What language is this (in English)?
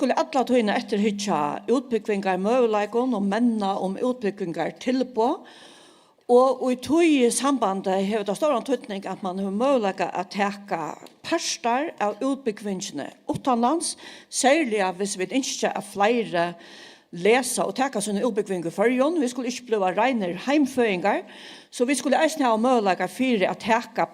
Faroese